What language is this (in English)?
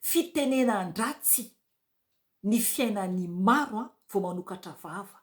Malagasy